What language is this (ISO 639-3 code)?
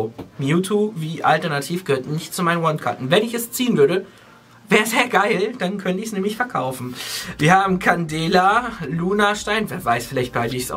deu